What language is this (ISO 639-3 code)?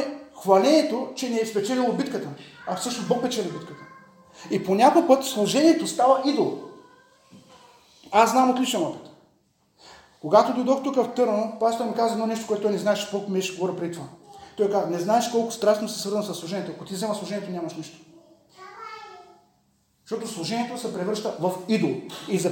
bul